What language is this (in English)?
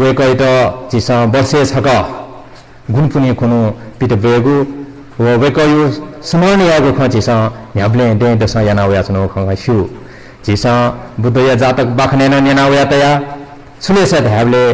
Newari